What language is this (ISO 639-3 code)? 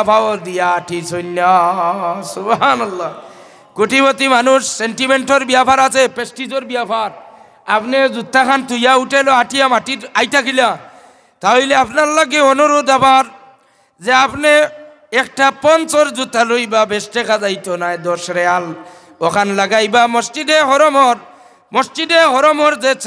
syl